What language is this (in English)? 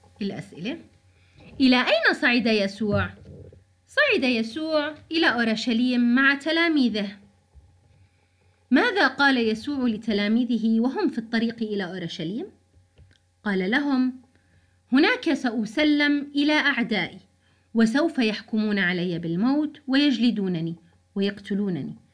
Arabic